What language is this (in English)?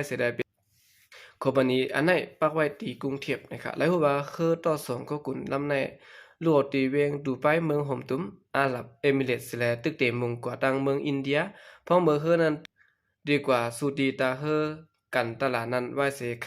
Shan